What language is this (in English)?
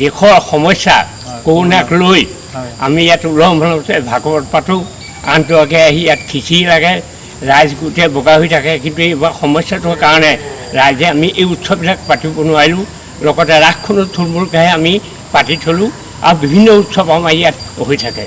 Assamese